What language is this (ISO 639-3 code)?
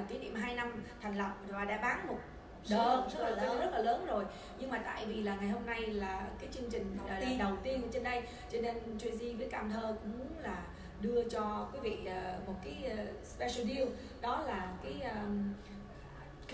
vie